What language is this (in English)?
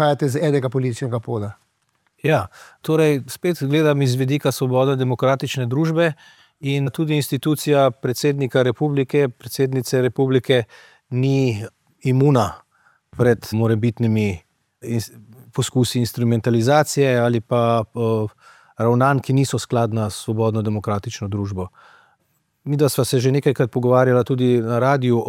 Slovenian